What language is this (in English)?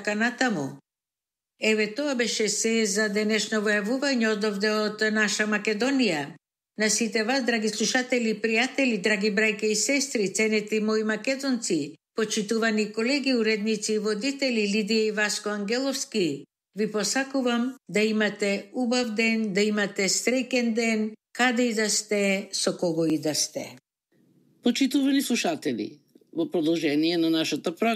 Macedonian